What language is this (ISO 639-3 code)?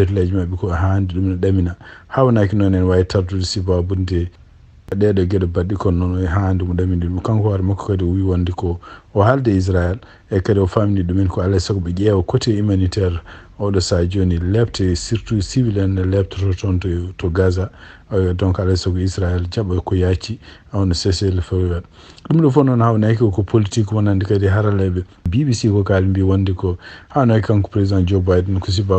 ful